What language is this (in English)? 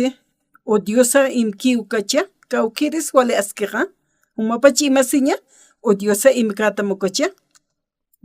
Aymara